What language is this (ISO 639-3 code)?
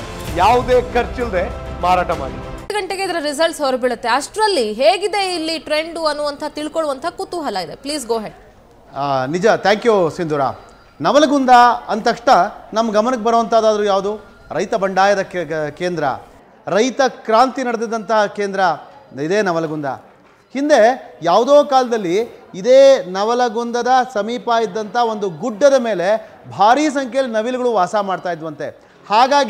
kan